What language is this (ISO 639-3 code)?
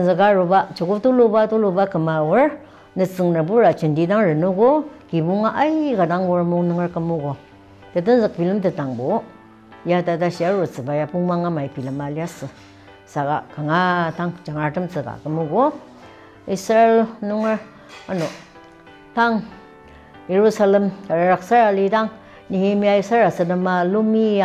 njo